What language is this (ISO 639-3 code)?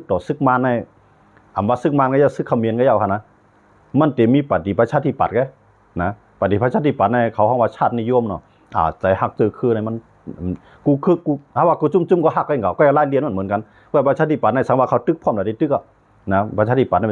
shn